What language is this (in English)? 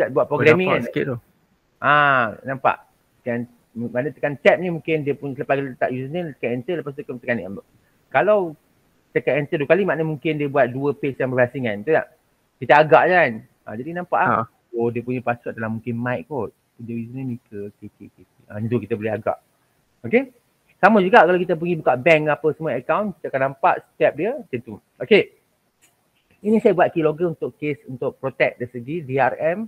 Malay